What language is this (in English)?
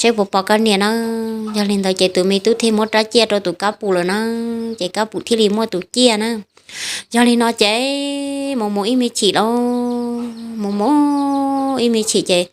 Hmong